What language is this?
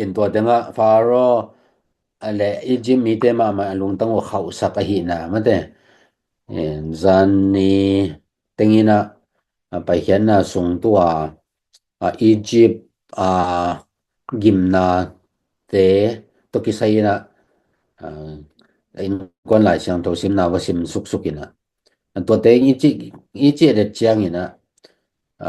Tedim Chin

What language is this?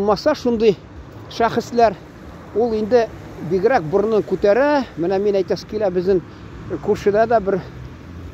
Tatar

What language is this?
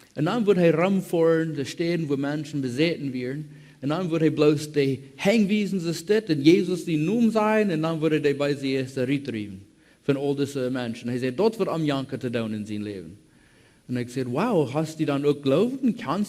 Plautdietsch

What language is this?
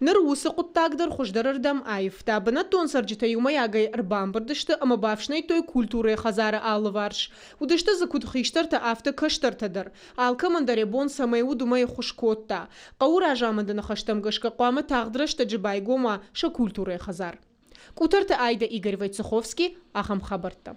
Ossetic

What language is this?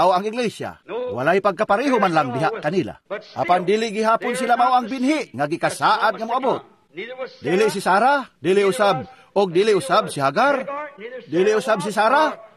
Cebuano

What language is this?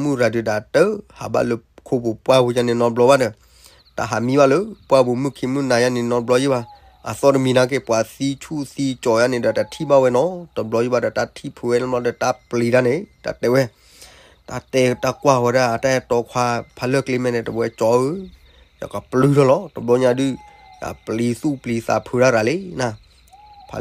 S'gaw Karen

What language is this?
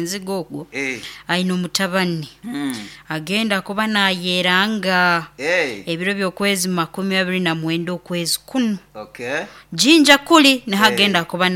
Nyoro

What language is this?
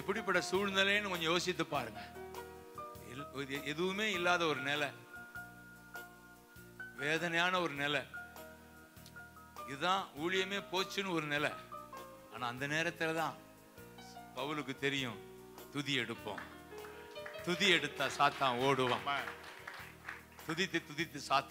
Tamil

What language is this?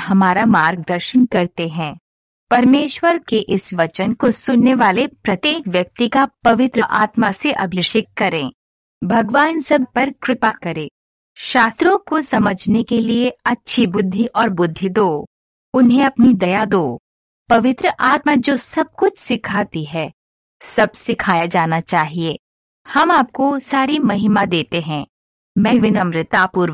Hindi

